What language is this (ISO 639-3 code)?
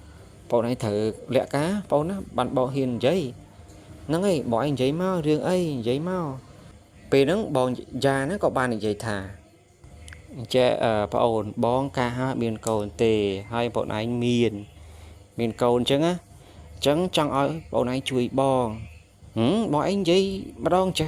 khm